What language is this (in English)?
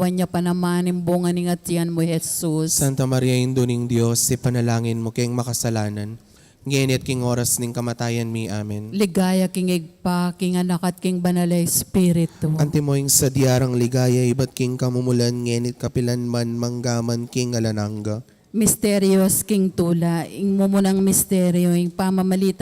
Pampanga